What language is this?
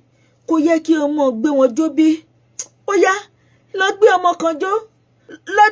Yoruba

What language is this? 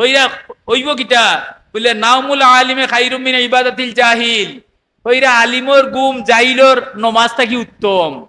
Sylheti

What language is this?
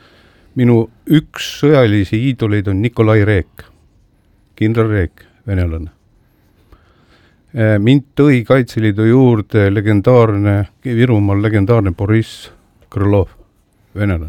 Estonian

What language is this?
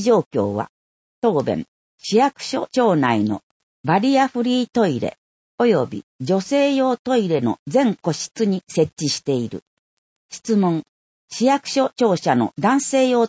Japanese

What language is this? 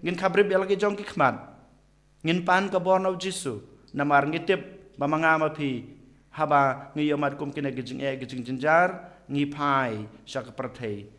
Khasi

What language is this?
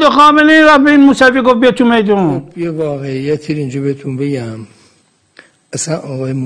Persian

